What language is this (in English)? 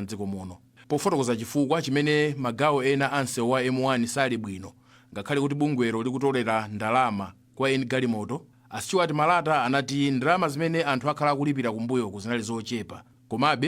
Nyanja